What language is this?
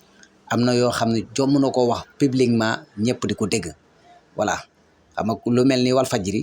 Wolof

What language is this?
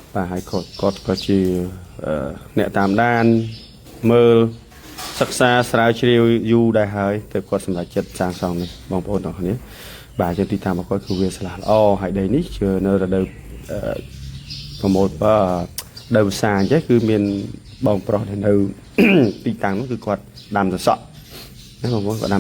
Khmer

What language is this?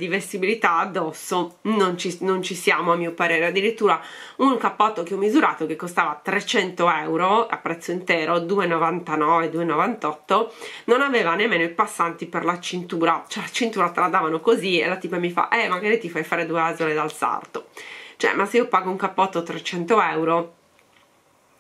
Italian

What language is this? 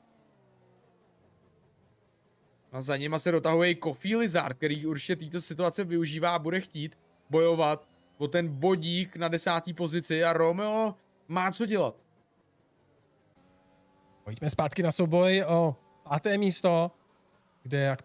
Czech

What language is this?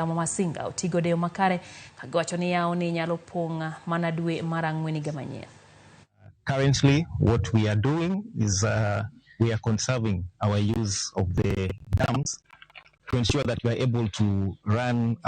Luo (Kenya and Tanzania)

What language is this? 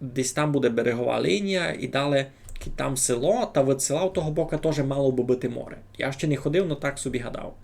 Rusyn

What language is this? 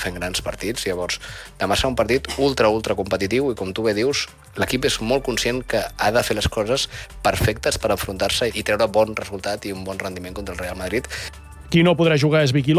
Catalan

